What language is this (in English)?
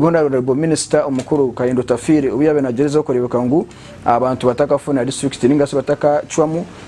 Nyankole